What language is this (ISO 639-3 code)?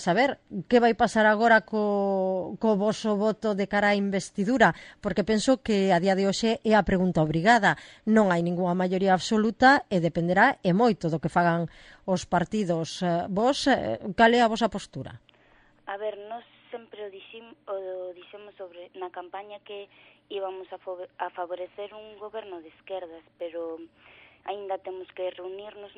glg